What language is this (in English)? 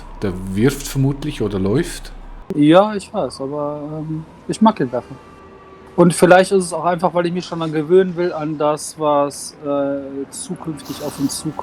Swiss German